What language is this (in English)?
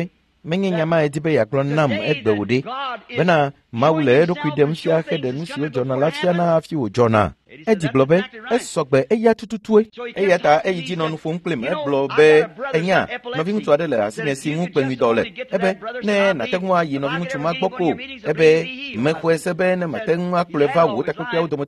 Ewe